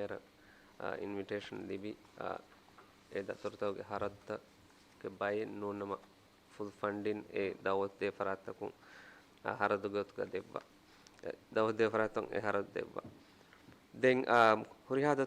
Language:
Divehi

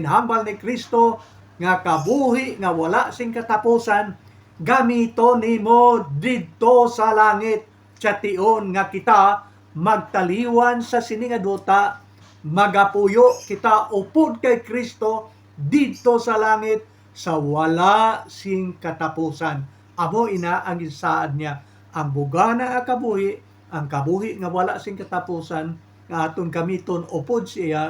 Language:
Hiligaynon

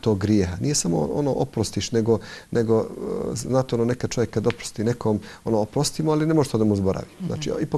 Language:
Bosnian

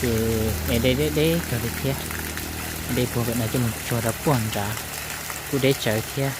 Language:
Hmong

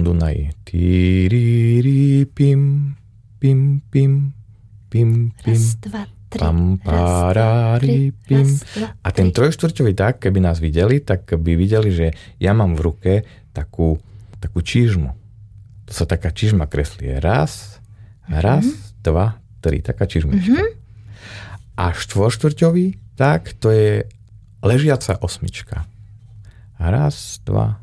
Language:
Slovak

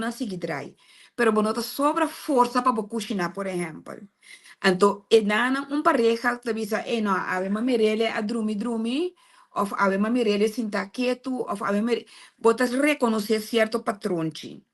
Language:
Papiamento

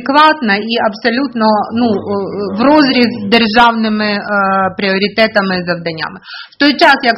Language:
Ukrainian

